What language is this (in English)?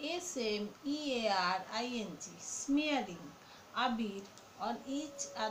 Bangla